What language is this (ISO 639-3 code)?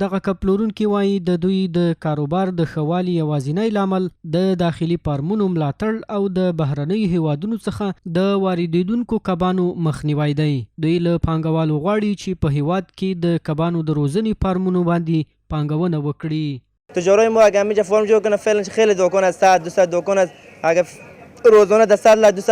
pus